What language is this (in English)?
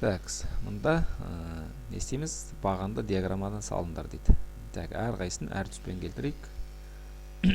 Kazakh